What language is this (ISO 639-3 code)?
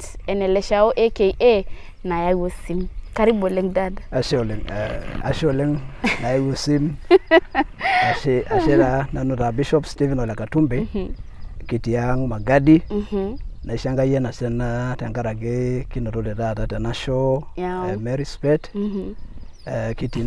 mas